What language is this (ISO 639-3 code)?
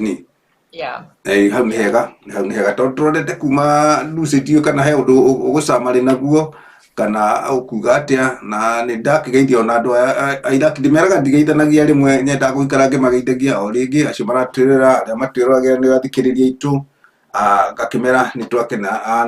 kik